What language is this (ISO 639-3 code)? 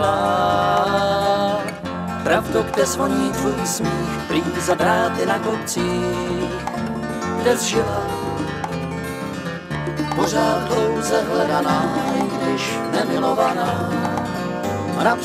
ces